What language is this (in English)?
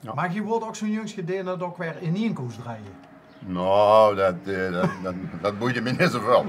Limburgish